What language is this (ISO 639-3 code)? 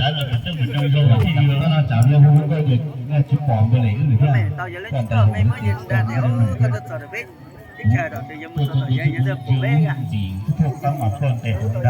hmn